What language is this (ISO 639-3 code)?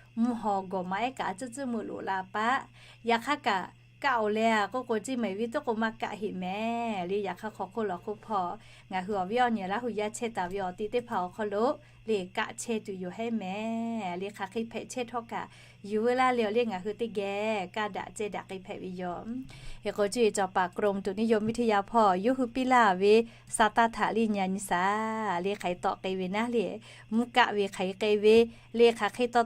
lhu